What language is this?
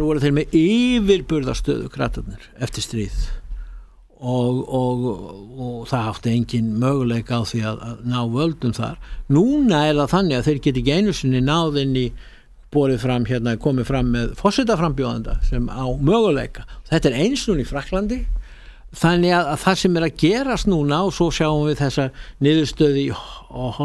Icelandic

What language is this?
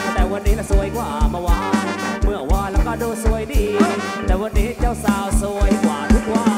Thai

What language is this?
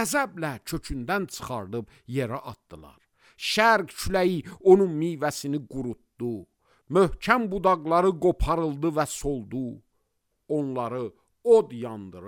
Azerbaijani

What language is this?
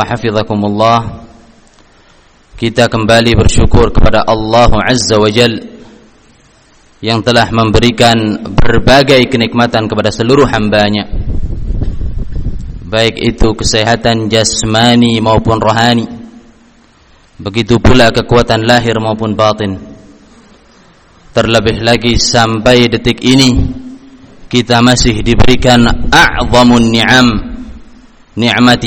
Indonesian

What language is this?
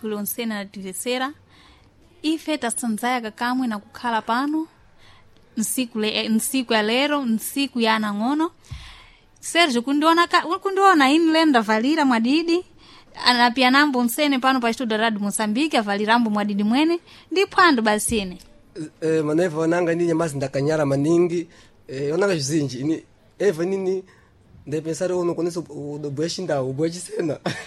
Sena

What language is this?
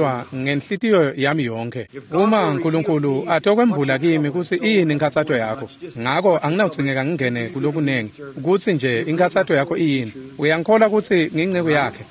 Swati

